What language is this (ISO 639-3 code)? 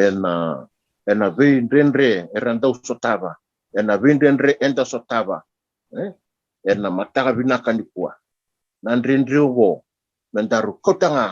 fij